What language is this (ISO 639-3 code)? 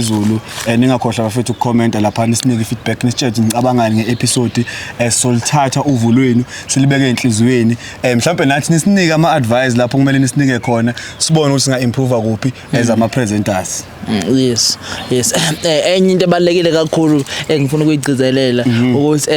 zul